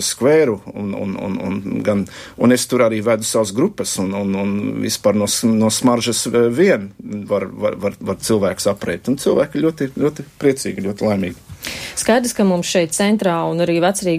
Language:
Latvian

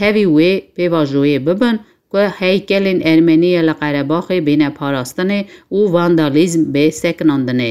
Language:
Kurdish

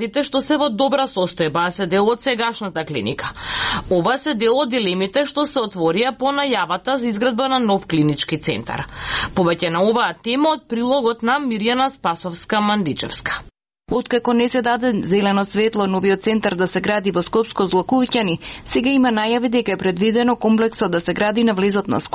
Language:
Macedonian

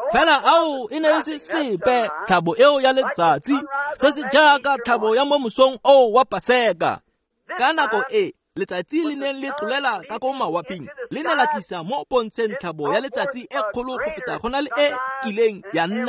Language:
Tswana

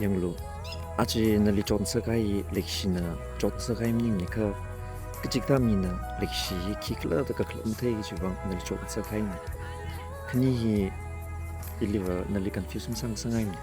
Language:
Tangkhul Naga (India)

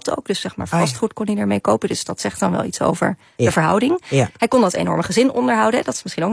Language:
Dutch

